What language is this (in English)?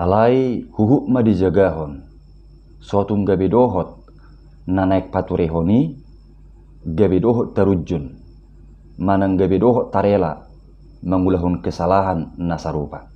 Batak Toba